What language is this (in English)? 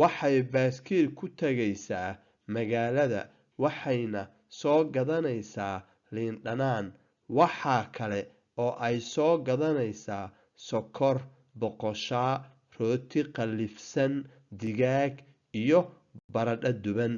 Somali